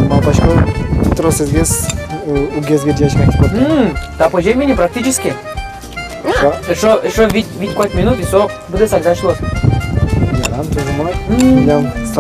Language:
Udmurt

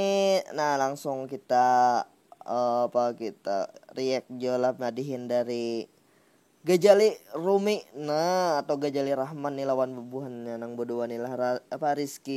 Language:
Banjar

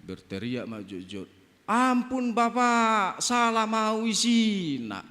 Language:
Batak Toba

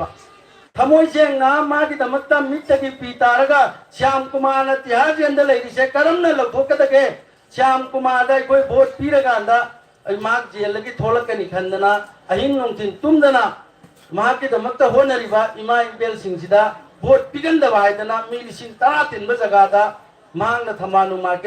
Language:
Manipuri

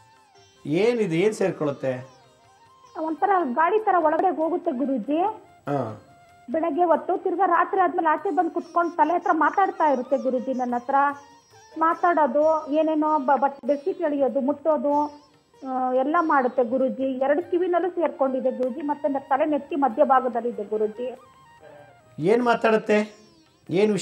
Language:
Kannada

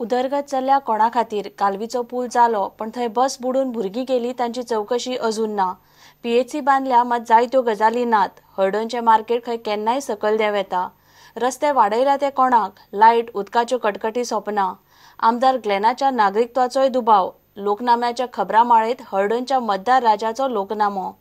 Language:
Konkani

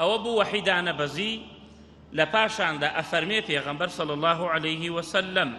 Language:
Central Kurdish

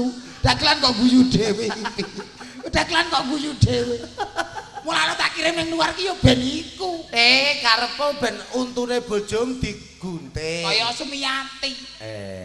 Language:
Javanese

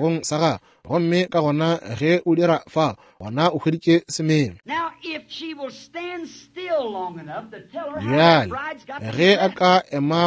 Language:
Northern Sotho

